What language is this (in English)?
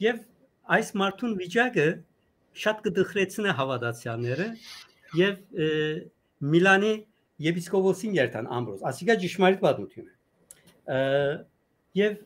Western Armenian